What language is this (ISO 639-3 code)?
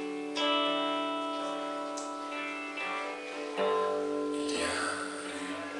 fra